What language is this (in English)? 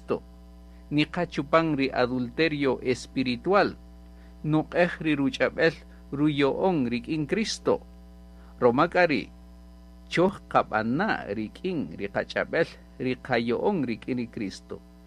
Kaqchikel